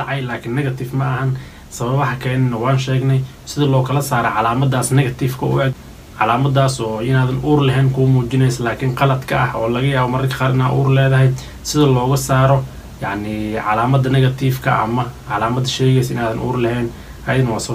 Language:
Somali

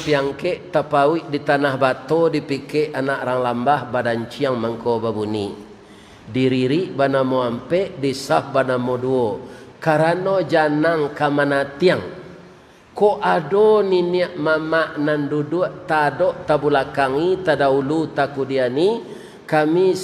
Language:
Minangkabau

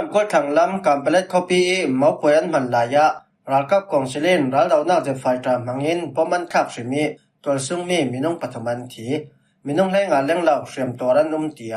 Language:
Falam Chin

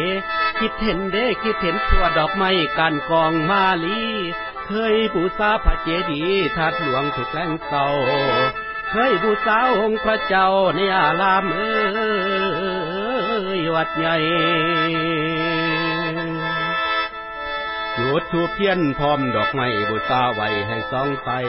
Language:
Lao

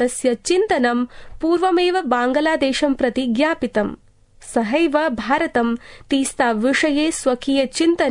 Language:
Sanskrit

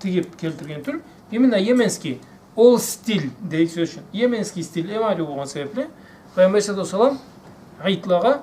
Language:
Karachay-Balkar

